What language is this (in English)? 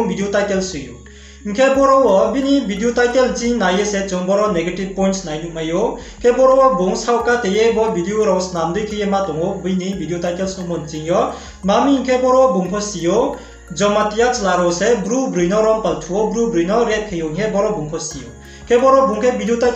Riang (India)